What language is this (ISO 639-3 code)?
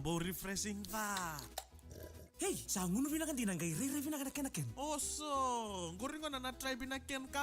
fij